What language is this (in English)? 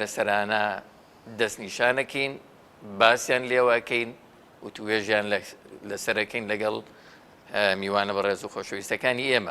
Central Kurdish